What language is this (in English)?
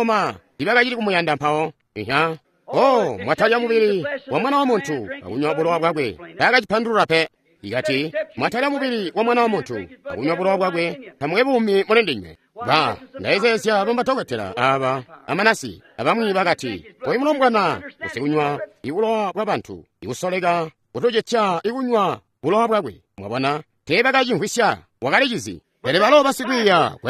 Tonga (Zambia)